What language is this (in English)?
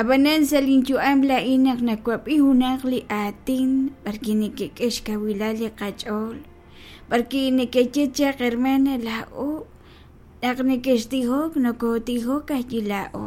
Kekchí